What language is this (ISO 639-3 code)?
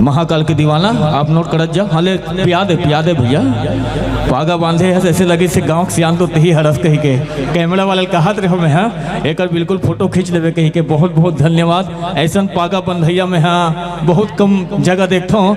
hne